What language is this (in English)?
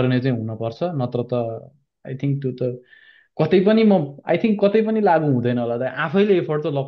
Nepali